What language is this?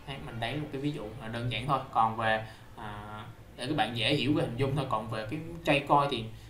Vietnamese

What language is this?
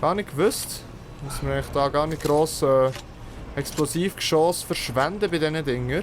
Swiss German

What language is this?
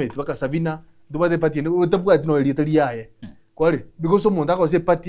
Gusii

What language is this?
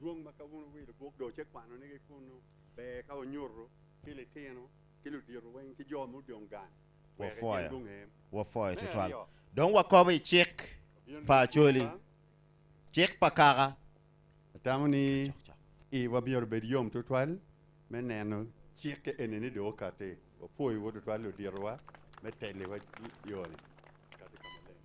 Acoli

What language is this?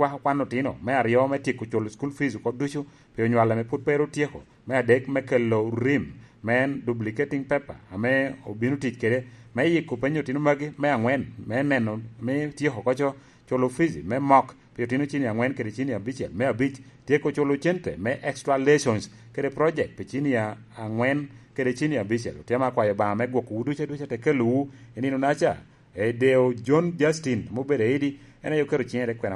Lango (Uganda)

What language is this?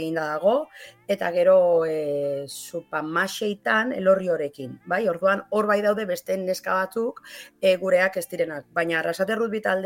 Basque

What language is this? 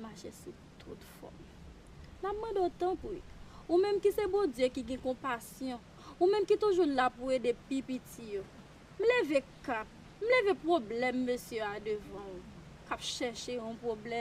Haitian Creole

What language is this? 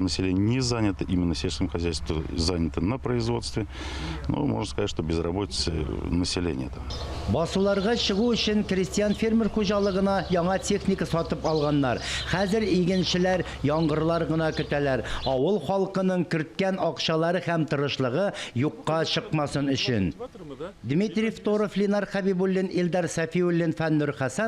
Tatar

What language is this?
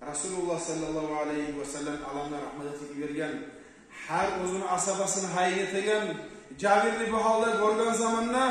Kumyk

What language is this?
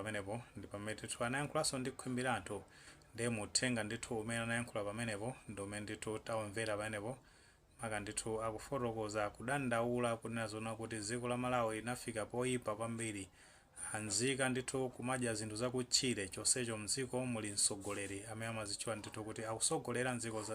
Nyanja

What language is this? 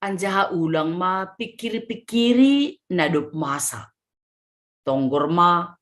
Batak Simalungun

